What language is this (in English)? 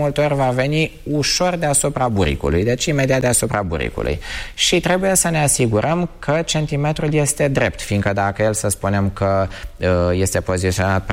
Romanian